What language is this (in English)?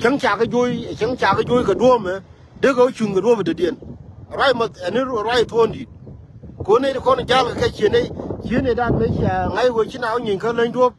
Nuer